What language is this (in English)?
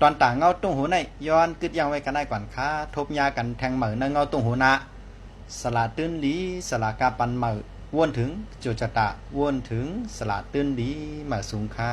Shan